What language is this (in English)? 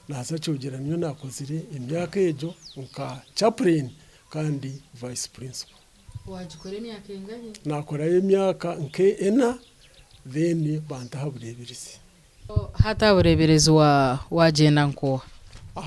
Nyankole